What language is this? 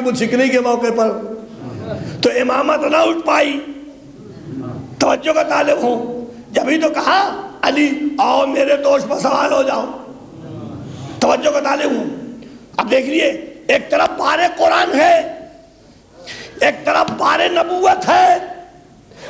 Urdu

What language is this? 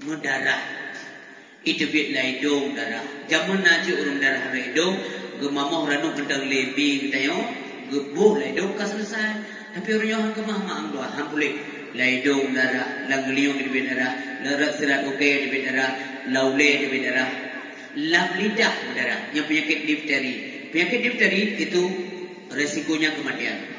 Achinese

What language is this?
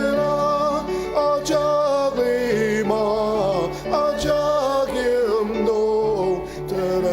Ao Naga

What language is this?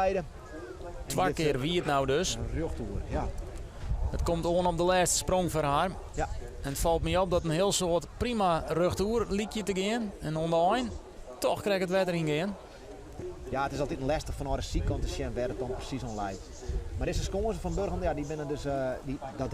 Western Frisian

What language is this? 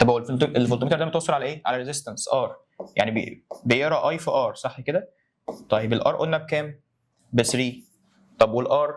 Egyptian Arabic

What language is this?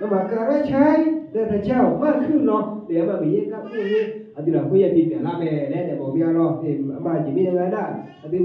Akha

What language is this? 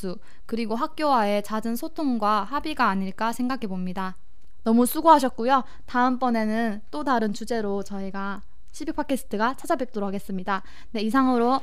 Korean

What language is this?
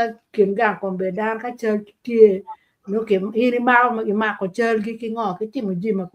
Acoli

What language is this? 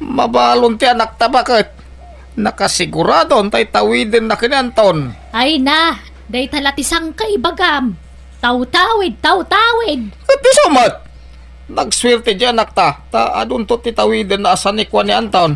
Iloko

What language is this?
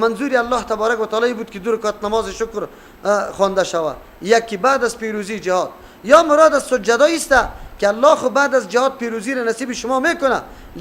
Persian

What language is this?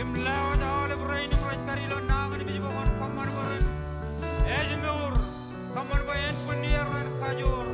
Marshallese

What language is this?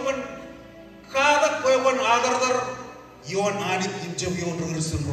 Marshallese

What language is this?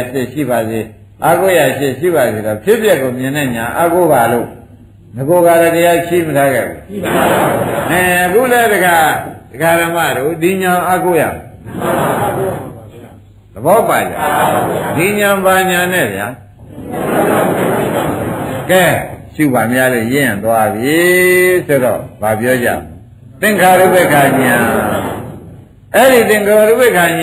Burmese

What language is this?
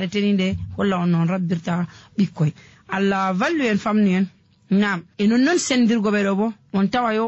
Fula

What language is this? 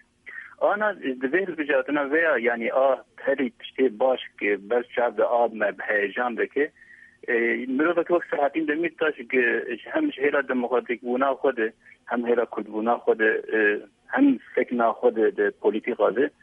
Kurdish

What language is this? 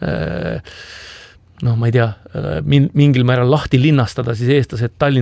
Estonian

